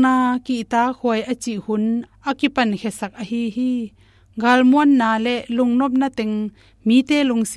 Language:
Tedim Chin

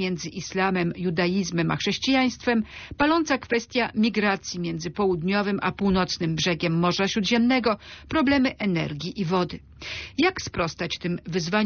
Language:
Polish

